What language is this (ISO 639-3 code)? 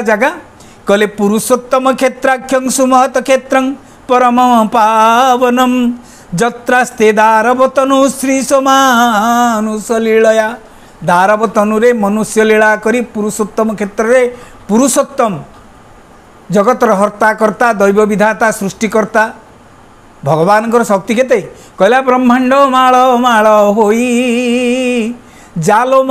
ori